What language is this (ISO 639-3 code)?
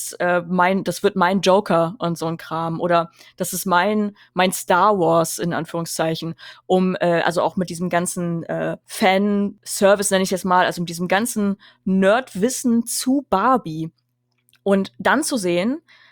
deu